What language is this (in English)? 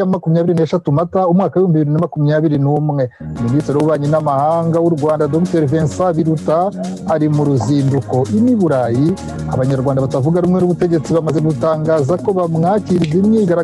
Kinyarwanda